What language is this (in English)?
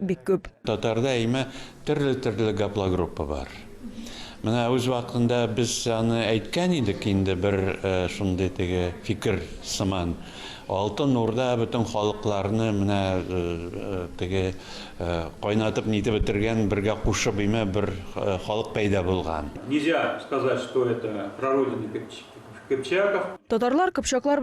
Tatar